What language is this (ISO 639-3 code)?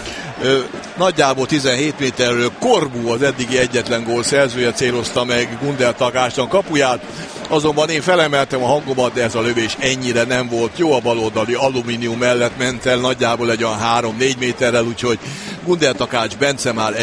hun